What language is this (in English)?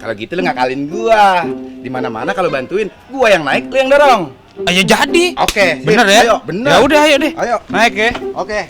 Betawi